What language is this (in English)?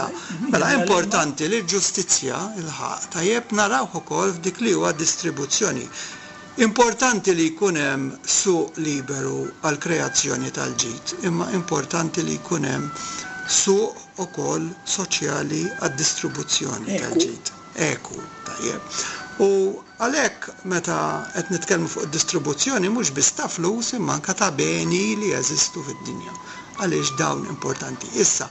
Maltese